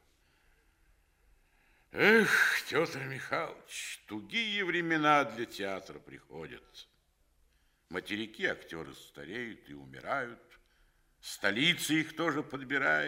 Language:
Russian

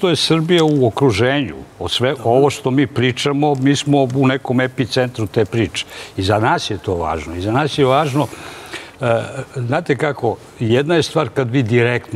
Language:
Serbian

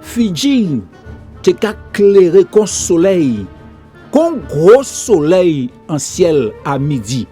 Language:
Guadeloupean Creole French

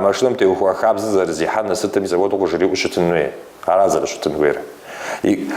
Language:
Kabardian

